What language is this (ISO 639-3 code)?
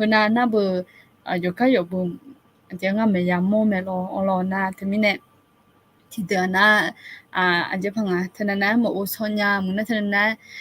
ahk